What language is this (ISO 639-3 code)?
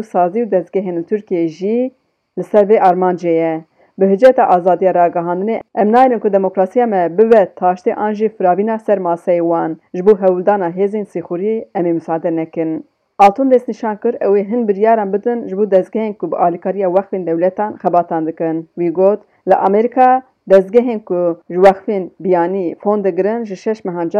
kur